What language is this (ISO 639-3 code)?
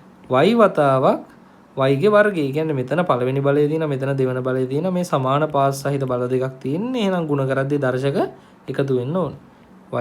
sin